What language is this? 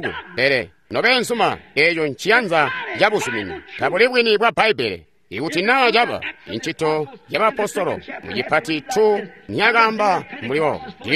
Tonga (Zambia)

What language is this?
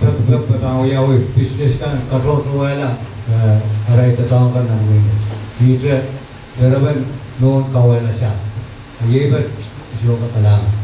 Pohnpeian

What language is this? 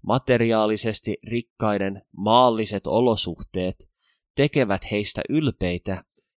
Finnish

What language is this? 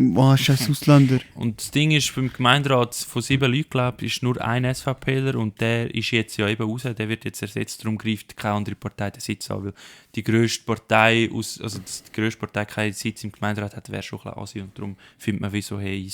Swiss German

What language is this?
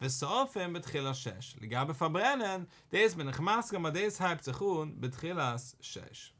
Yiddish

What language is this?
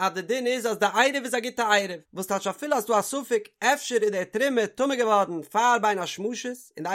Yiddish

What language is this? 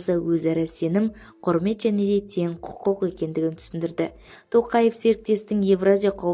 Kazakh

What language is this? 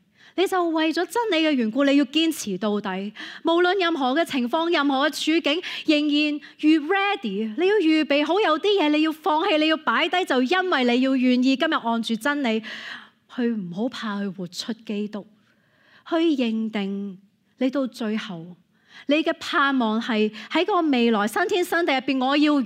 Cantonese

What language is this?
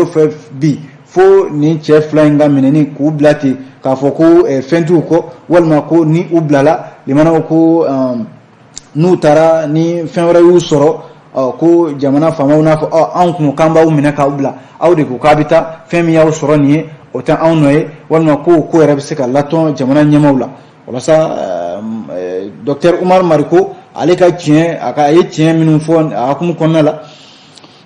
Bambara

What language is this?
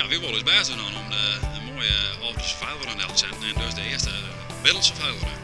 Western Frisian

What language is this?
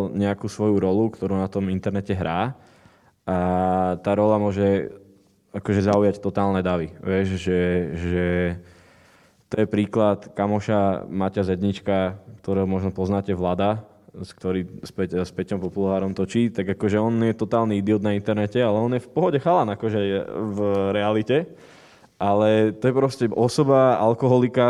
Slovak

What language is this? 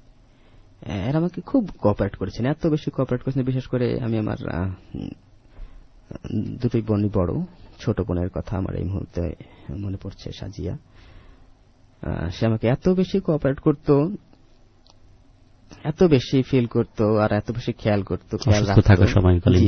Bangla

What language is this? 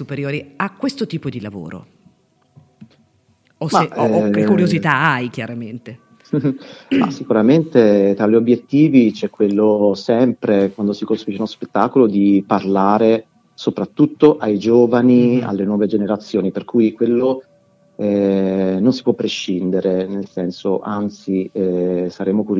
Italian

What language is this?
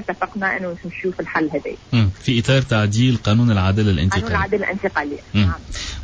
Tunisian Arabic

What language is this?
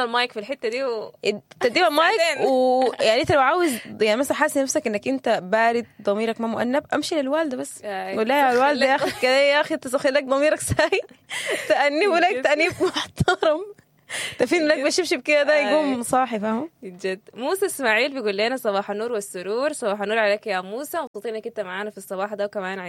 Sudanese Arabic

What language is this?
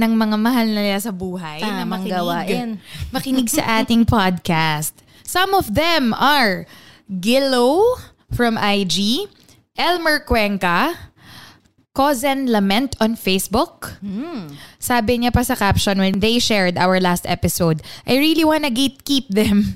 Filipino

